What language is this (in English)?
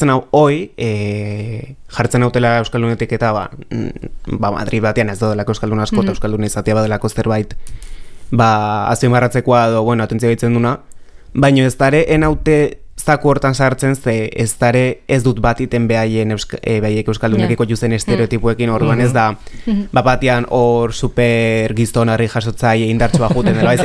Basque